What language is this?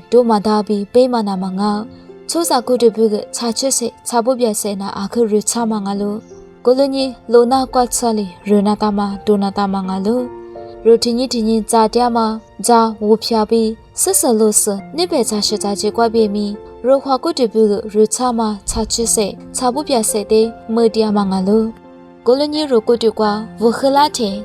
Lisu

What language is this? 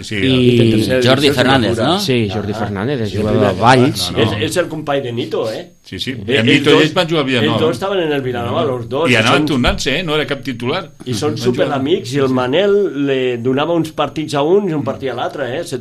Catalan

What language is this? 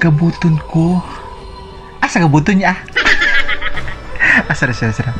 Kagayanen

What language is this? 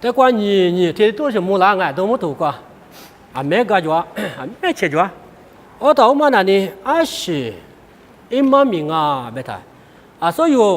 Lisu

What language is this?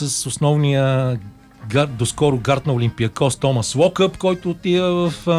Bulgarian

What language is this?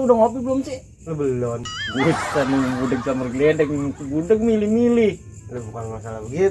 Betawi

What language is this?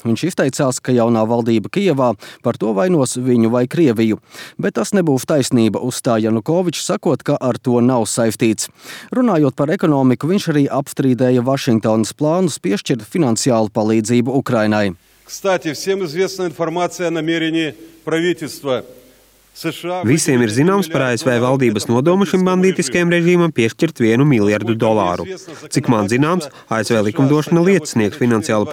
Latvian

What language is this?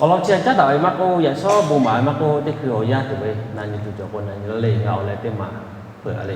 Lahu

